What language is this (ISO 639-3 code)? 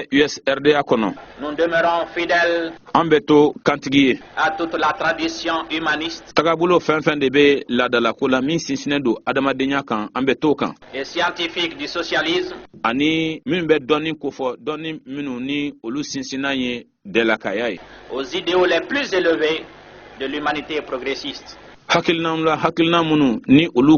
bam